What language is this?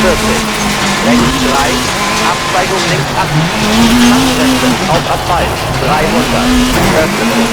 Bavarian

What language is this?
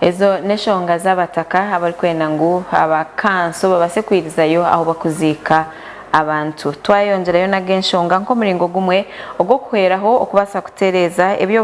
Nyankole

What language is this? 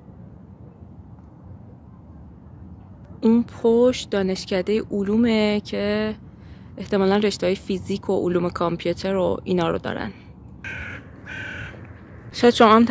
Persian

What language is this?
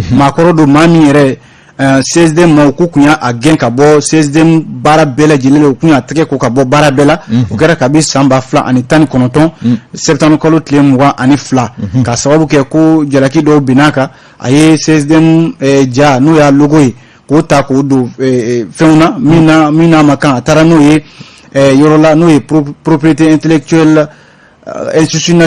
Bambara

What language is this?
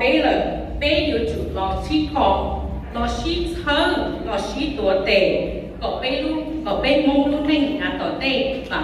Hmong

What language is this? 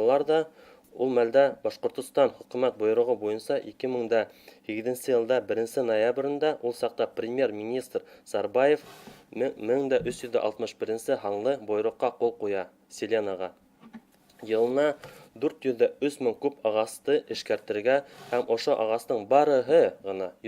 Bashkir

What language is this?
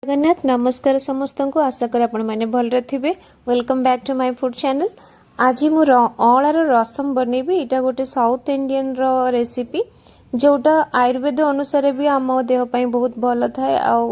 Odia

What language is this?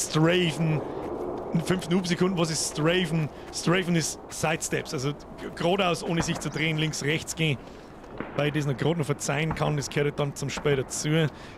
Bavarian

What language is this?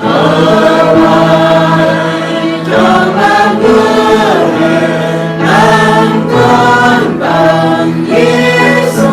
Central Mnong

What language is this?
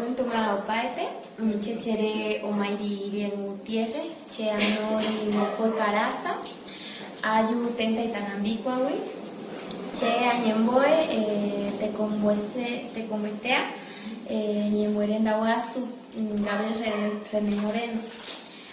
Eastern Bolivian Guaraní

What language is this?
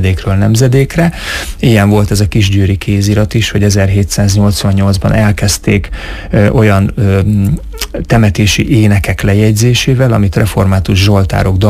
Hungarian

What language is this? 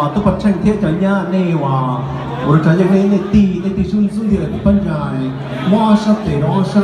Hmong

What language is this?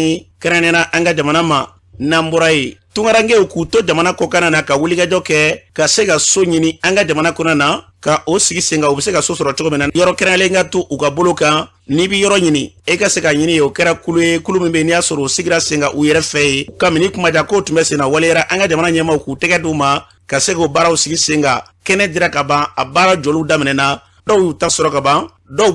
Bambara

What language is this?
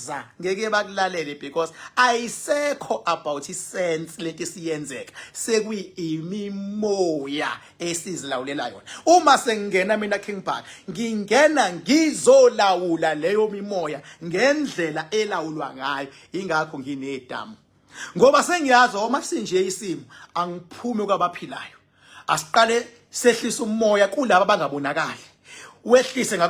Zulu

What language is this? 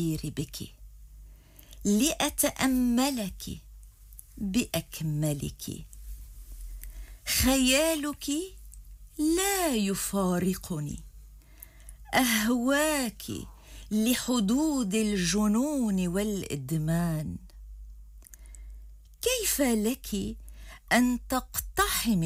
Arabic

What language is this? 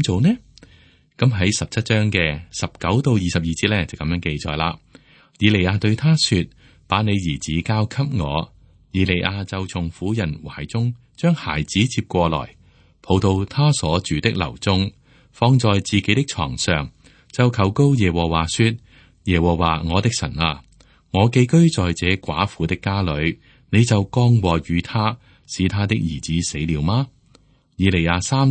Cantonese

